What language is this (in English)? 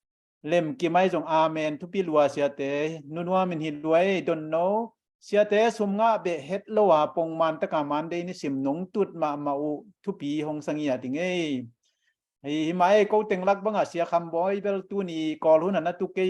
Tedim Chin